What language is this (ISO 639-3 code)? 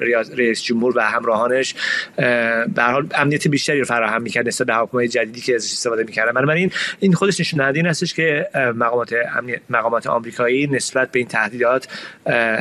fas